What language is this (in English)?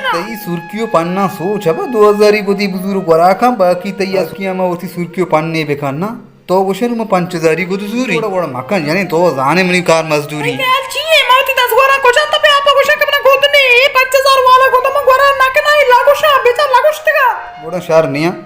Baluchi